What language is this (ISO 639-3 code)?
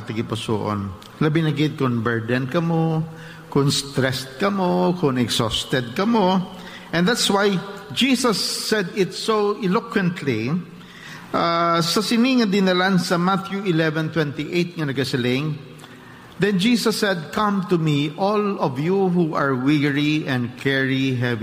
hil